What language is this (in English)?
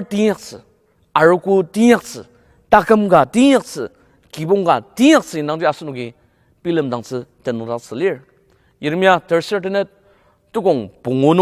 Ao Naga